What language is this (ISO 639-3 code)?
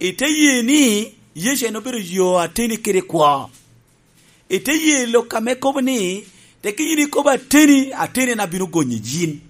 laj